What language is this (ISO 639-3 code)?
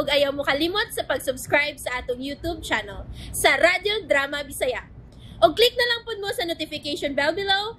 ceb